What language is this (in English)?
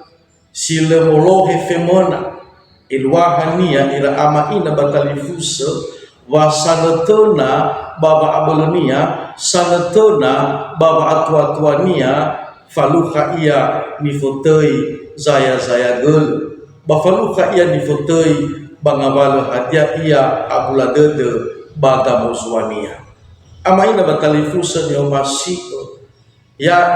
Nias